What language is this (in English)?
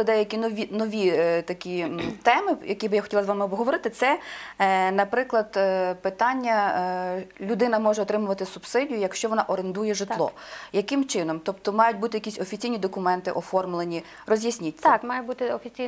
Ukrainian